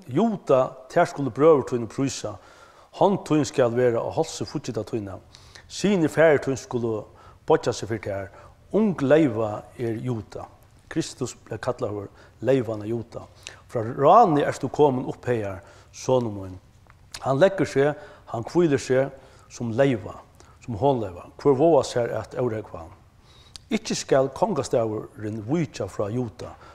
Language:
Faroese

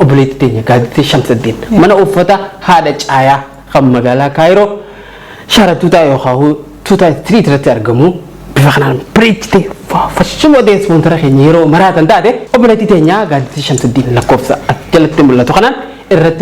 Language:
Oromo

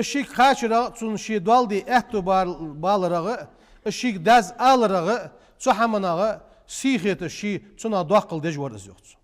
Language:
Ingush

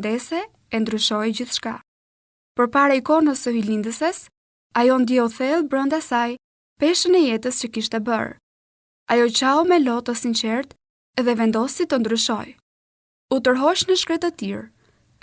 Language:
Albanian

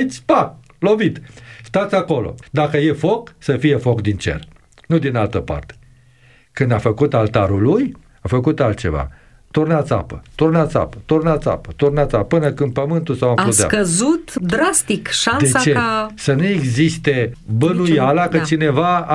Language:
Romanian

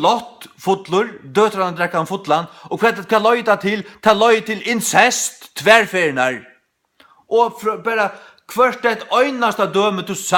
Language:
Faroese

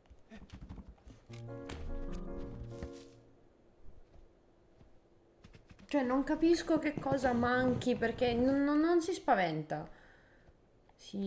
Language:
Italian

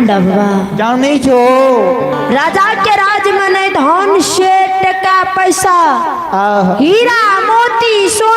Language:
Maithili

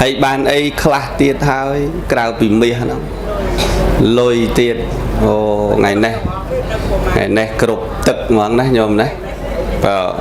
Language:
Khmer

